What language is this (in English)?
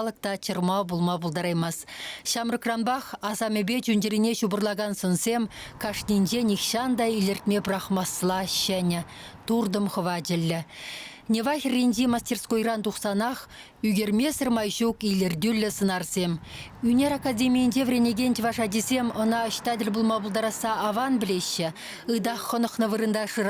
Chuvash